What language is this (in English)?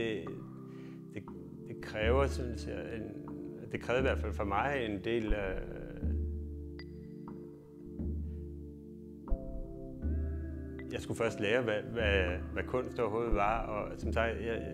Danish